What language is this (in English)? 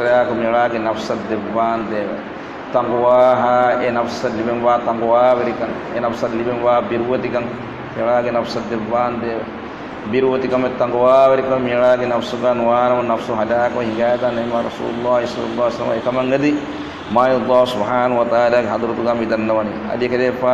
Divehi